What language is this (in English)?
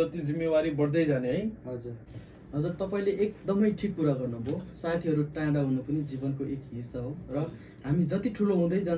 Nepali